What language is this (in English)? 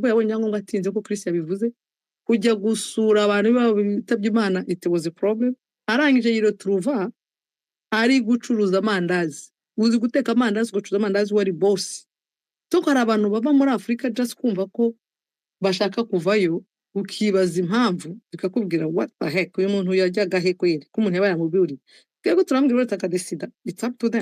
Kinyarwanda